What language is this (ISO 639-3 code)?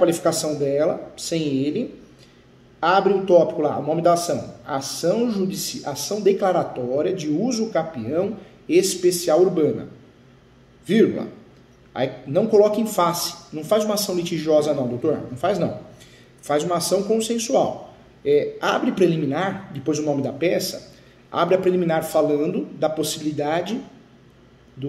por